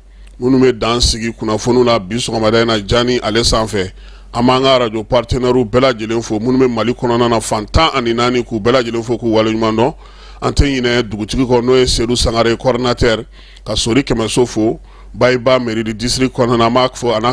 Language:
Bambara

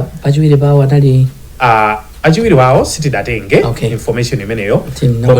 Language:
Nyanja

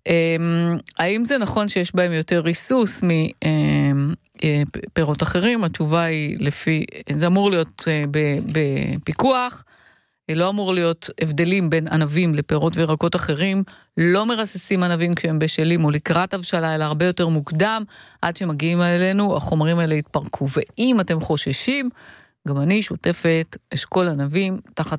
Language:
Hebrew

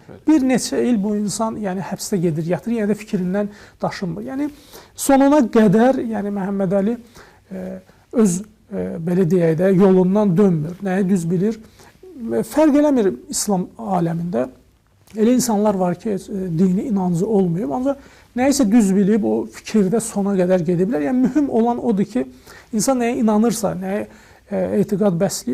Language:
Azerbaijani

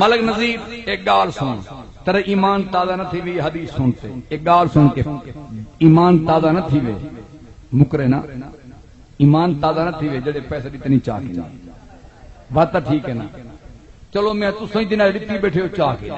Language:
Saraiki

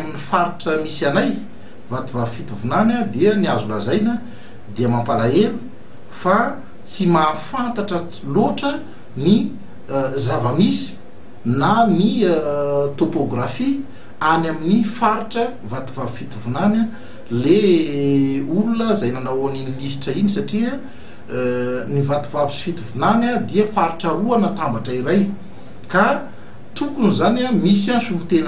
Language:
Malagasy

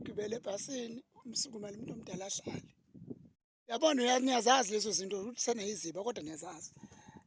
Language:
Zulu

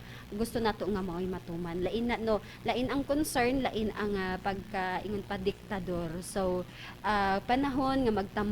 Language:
Cebuano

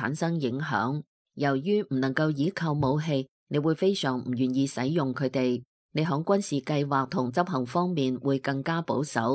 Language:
Cantonese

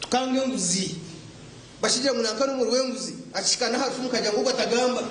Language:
Nyankole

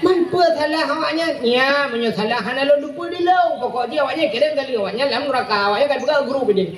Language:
Achinese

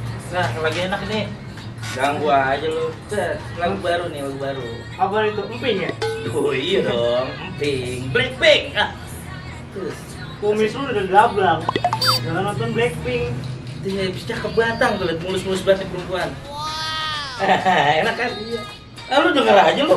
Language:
Betawi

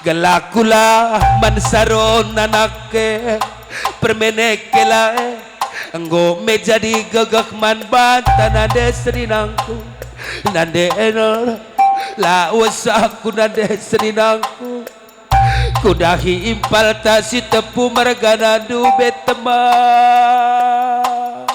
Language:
Batak Karo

